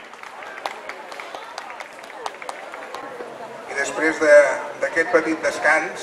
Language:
Catalan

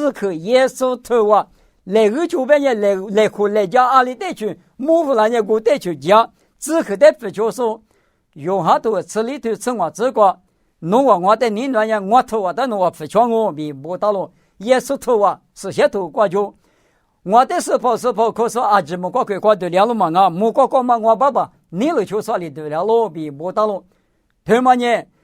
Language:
Lisu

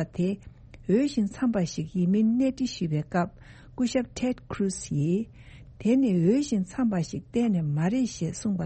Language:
Tibetan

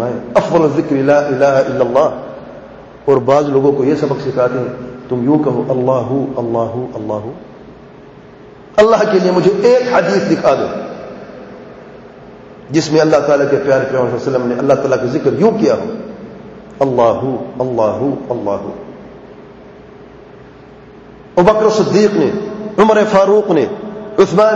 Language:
Urdu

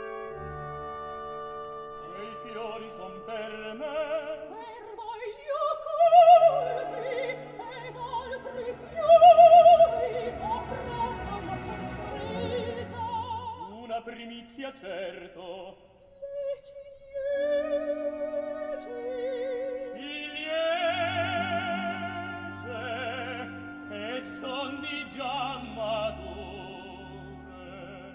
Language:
Italian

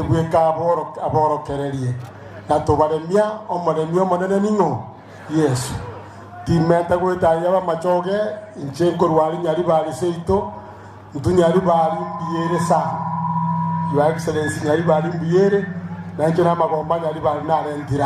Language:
Gusii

